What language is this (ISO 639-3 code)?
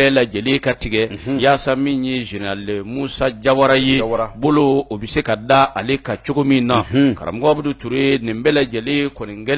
bam